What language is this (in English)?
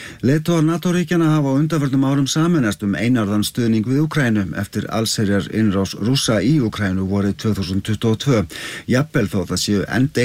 Icelandic